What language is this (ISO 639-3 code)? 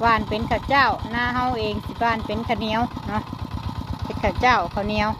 tts